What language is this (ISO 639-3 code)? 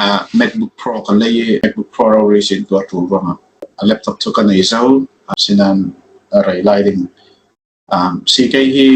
cfm